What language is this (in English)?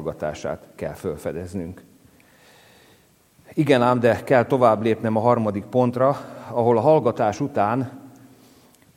Hungarian